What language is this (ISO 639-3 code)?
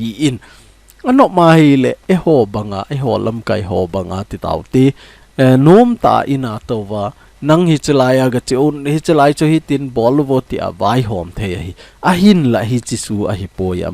tcz